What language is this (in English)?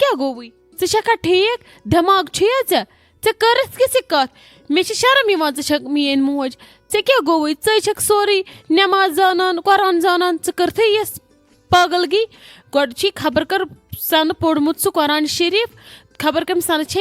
Kashmiri